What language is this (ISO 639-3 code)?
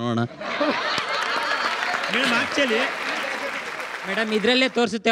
kan